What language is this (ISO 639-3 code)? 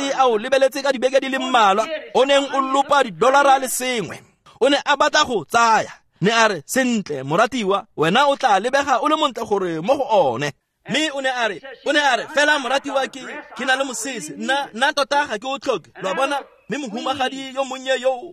tsn